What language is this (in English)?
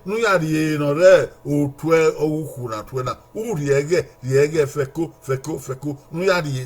Bini